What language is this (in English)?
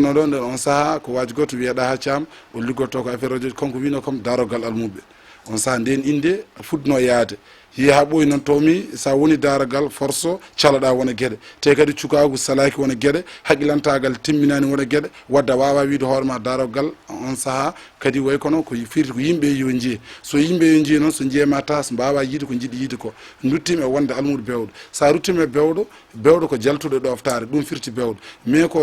Fula